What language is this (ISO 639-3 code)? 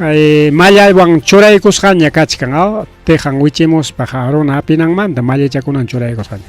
quy